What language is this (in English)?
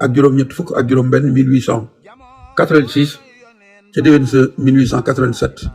Wolof